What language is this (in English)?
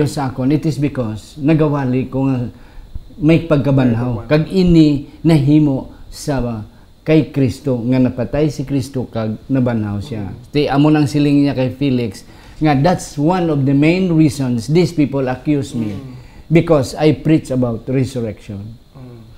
Hiligaynon